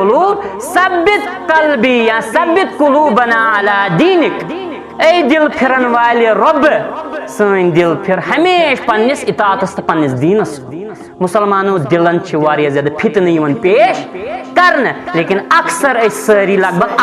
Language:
Kashmiri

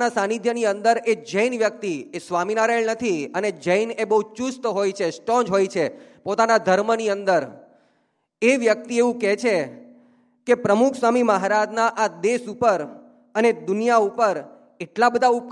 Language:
Gujarati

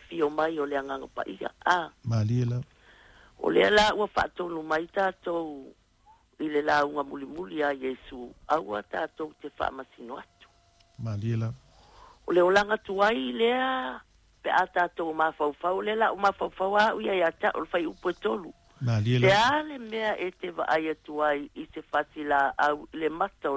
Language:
Samoan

